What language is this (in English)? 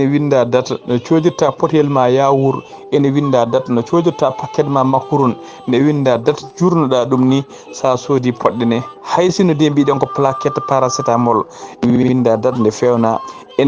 Fula